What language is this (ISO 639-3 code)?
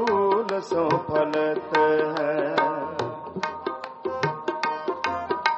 pan